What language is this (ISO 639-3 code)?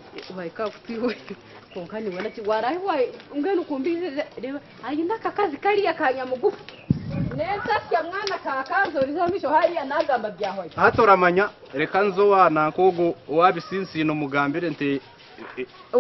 nyn